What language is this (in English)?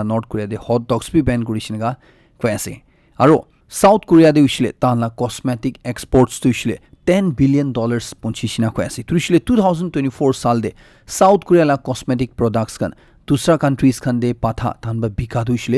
Naga Pidgin